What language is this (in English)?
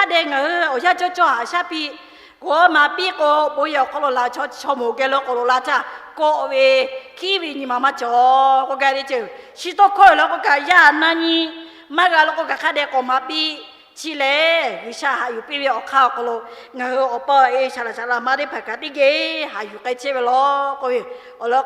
Lahu